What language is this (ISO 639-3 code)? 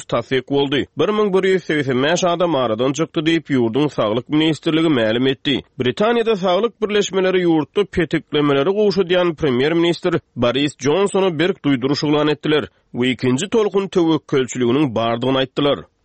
tuk